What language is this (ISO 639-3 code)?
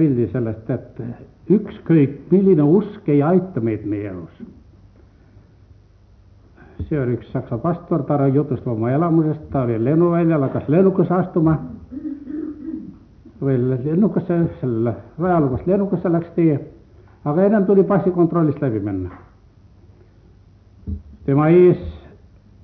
est